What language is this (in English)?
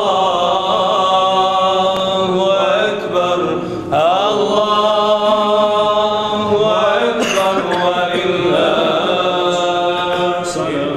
Bosnian